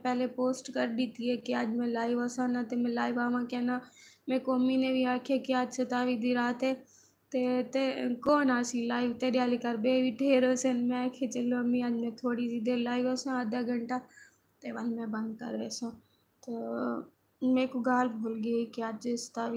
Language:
Saraiki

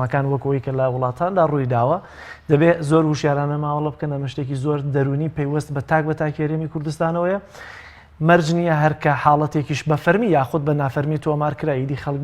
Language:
Central Kurdish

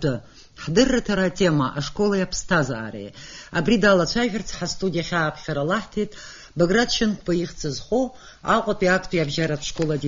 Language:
Abkhazian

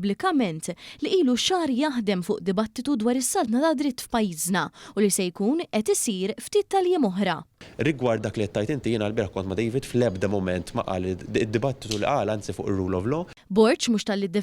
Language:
Maltese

